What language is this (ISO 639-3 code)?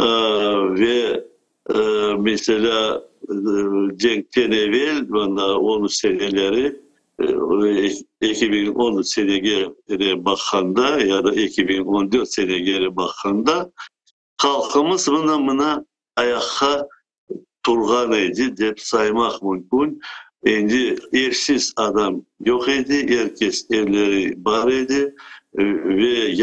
crh